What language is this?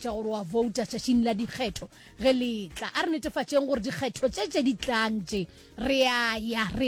Northern Sotho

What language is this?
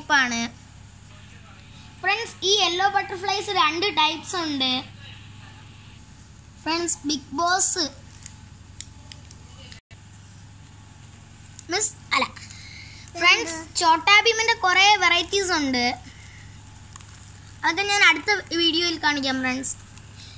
Malayalam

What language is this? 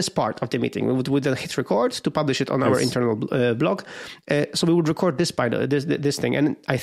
English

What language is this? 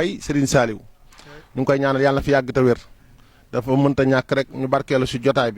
Wolof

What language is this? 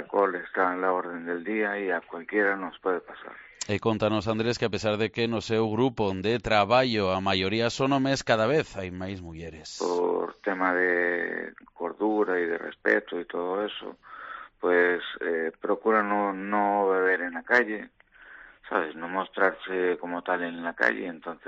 Galician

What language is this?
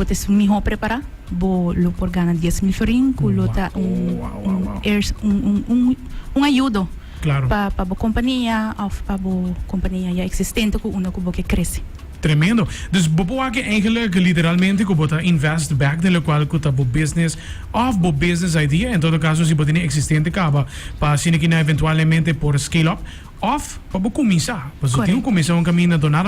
Papiamento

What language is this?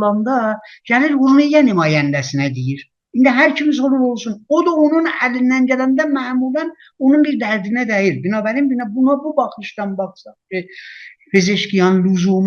South Azerbaijani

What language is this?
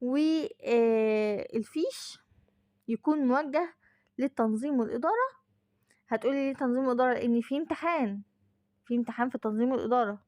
Egyptian Arabic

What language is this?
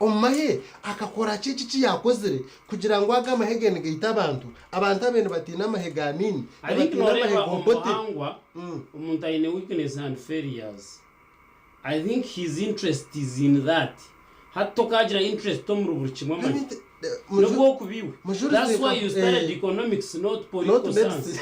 Nyankole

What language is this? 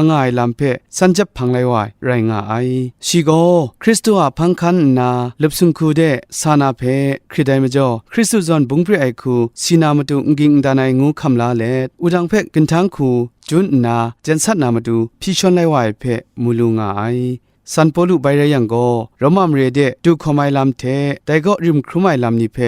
Kachin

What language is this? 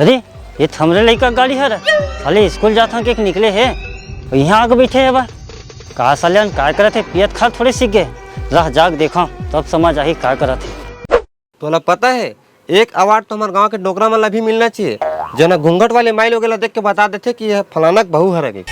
Chhattisgarhi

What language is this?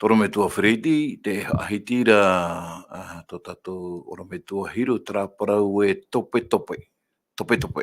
Tahitian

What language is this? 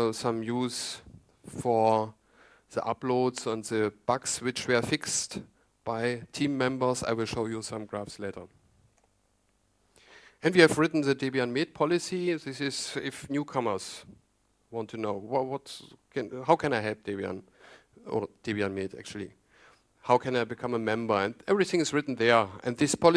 English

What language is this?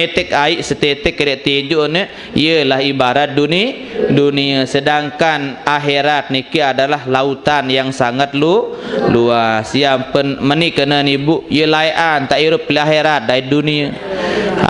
Sasak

